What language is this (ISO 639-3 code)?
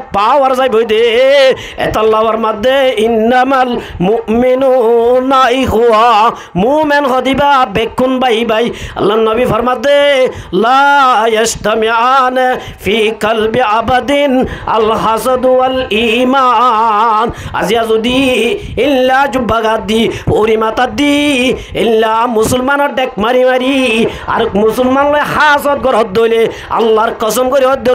rhg